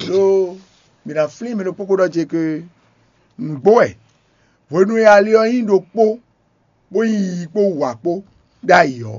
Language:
Fon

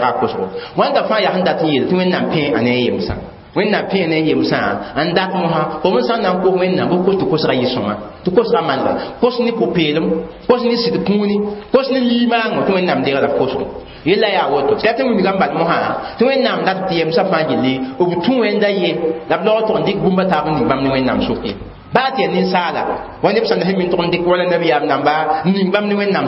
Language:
Mossi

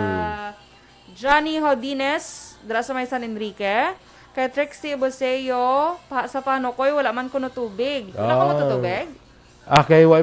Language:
Hiligaynon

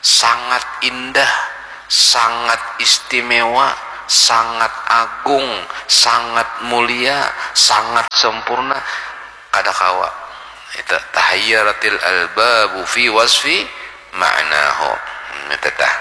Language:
Banjar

